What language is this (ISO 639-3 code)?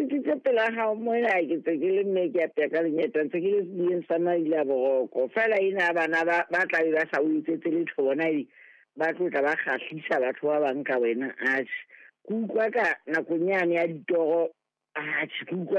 sot